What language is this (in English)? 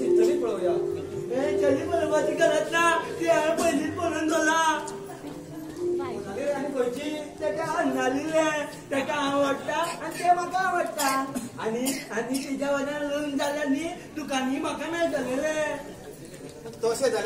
Konkani